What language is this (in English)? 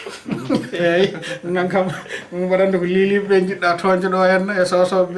Fula